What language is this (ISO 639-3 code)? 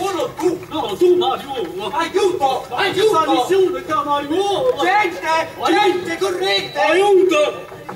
nap